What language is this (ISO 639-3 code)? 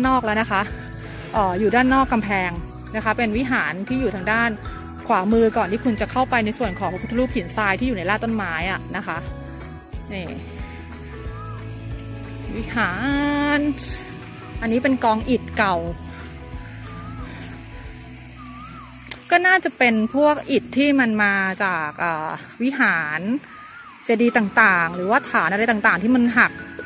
tha